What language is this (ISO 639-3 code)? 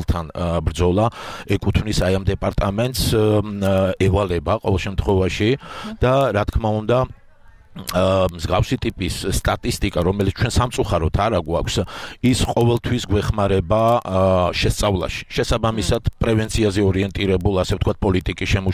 kat